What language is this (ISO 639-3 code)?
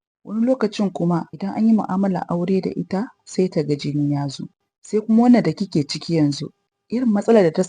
hau